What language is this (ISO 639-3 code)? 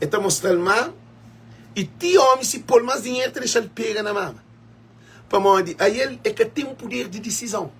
kea